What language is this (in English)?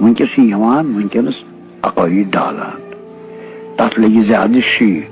Kashmiri